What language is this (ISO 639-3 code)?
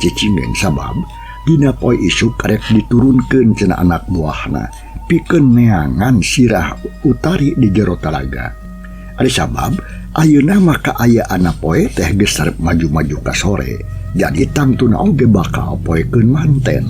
sun